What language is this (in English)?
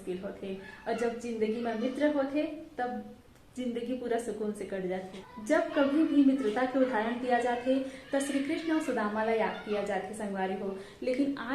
Chhattisgarhi